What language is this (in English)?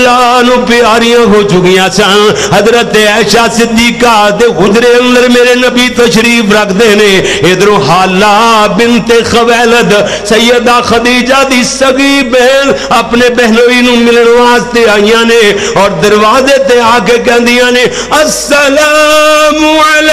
Western Panjabi